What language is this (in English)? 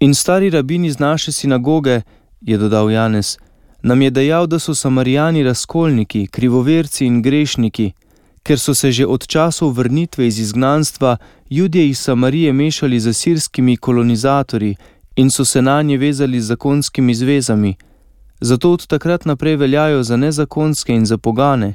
Slovenian